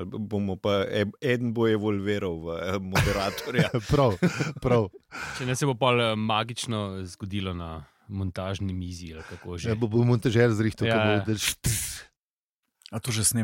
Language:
Slovenian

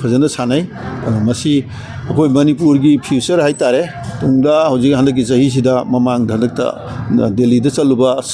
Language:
Manipuri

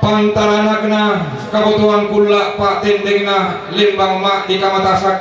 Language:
Toraja-Sa'dan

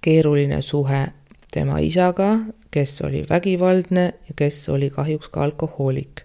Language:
Estonian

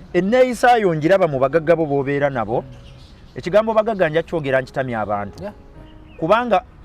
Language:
Ganda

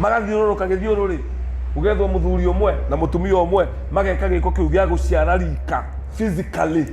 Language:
Kikuyu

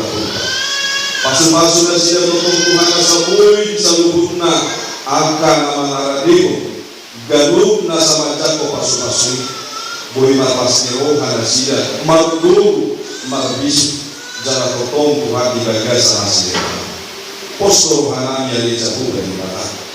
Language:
Batak Toba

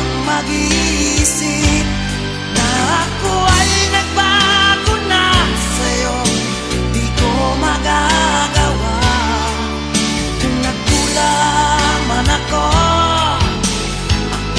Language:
Filipino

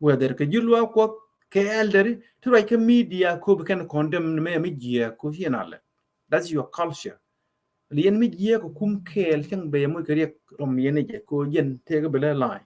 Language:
Nuer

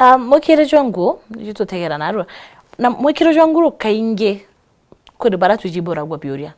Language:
Meru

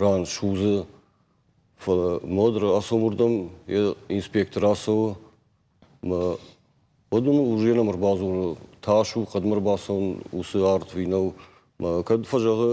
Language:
Ossetic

